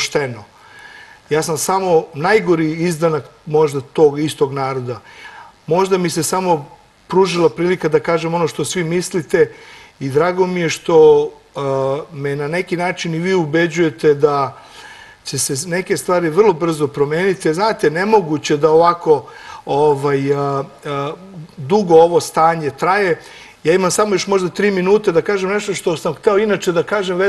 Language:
Serbian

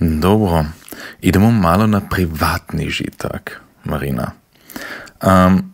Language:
Serbian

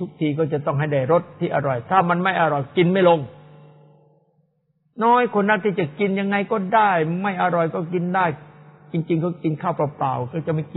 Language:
Thai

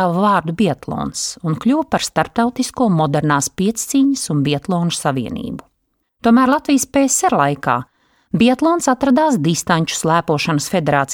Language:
Latvian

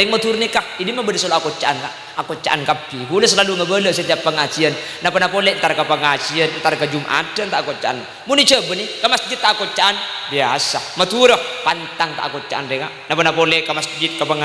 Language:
Madurese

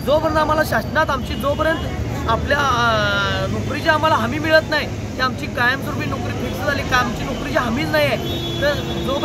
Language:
Marathi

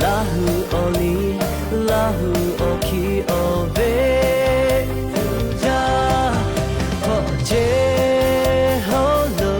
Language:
Lahu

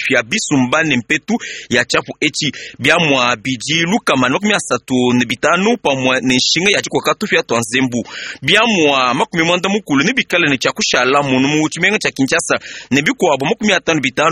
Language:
Luba-Lulua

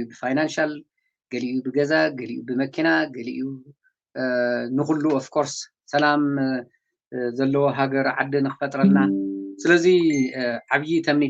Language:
Tigrinya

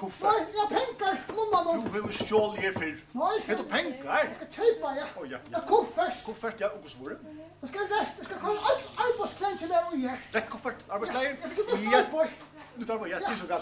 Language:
Faroese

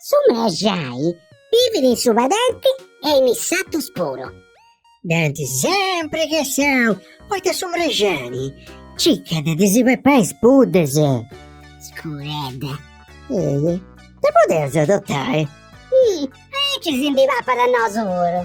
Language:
Sardinian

